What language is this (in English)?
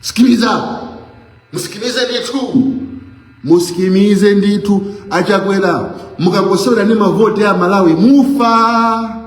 Nyanja